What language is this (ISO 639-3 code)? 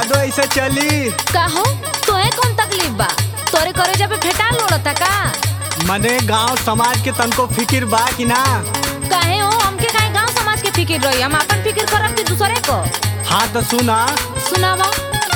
bho